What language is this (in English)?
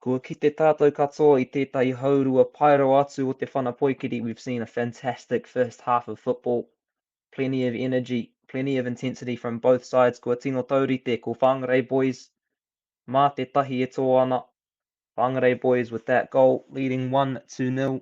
Māori